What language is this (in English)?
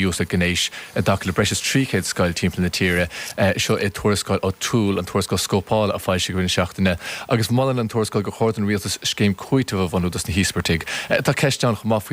Irish